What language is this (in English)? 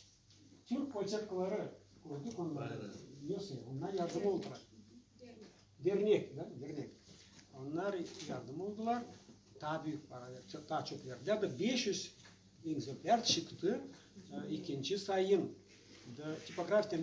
Gagauz